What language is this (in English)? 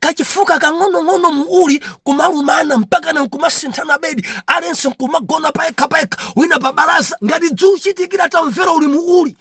Nyanja